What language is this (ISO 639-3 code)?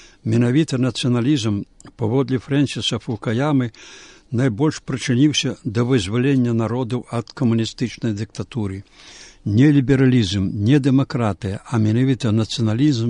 bel